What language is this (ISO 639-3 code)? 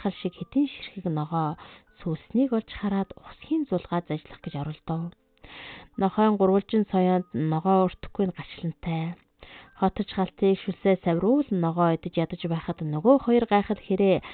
mon